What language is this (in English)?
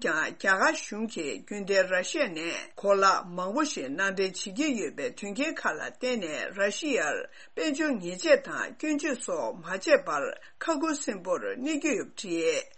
Tibetan